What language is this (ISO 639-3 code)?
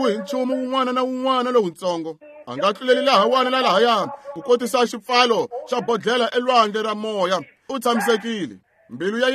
tso